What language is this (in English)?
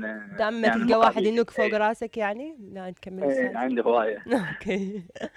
Mesopotamian Arabic